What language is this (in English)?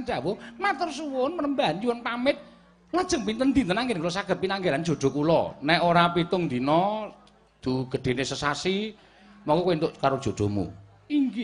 Javanese